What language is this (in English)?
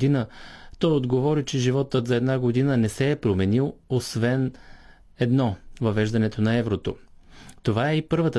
Bulgarian